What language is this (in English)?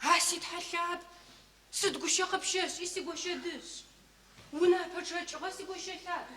Adyghe